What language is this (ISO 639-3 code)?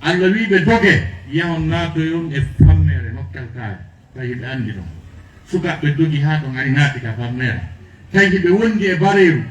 ful